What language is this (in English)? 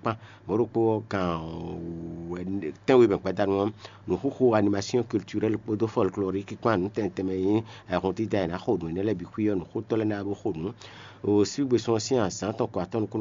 Fon